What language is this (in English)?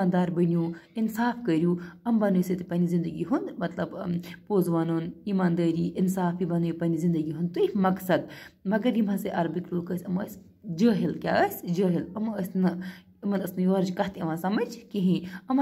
Kashmiri